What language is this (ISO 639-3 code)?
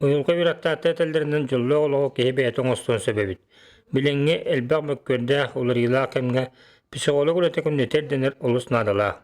sah